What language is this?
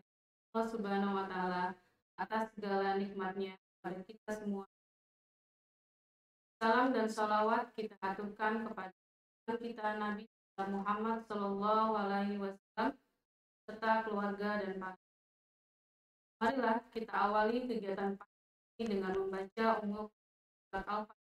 Indonesian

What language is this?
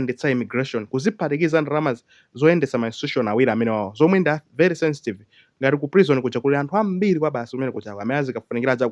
Nyanja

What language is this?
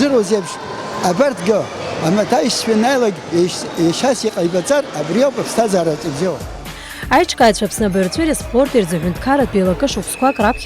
Abkhazian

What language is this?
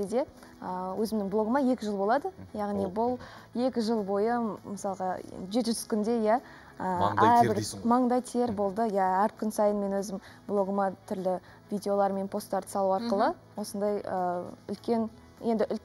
Kazakh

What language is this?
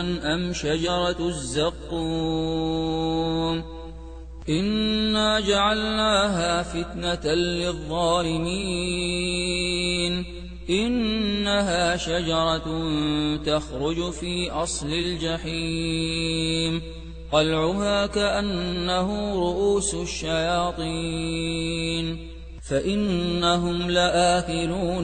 Arabic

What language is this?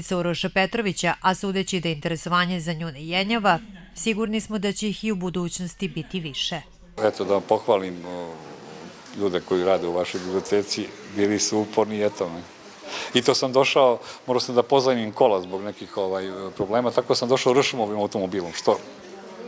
Serbian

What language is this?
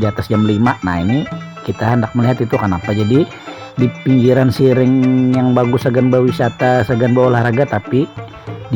Banjar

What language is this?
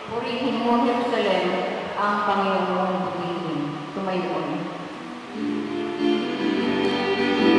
Filipino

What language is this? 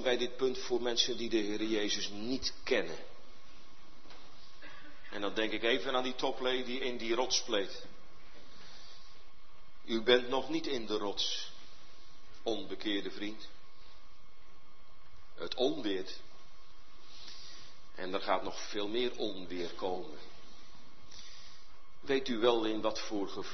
Dutch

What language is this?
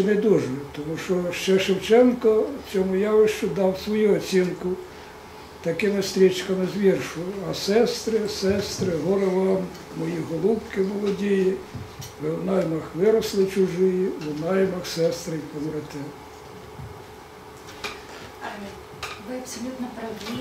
Ukrainian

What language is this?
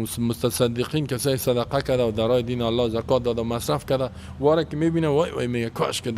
Persian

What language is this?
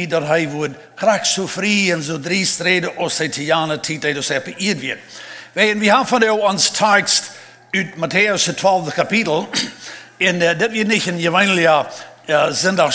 Plautdietsch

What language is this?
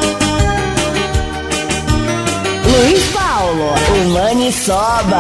Portuguese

